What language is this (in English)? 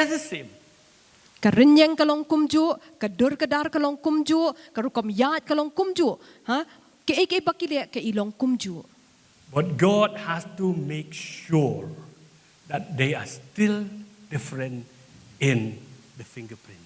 Khasi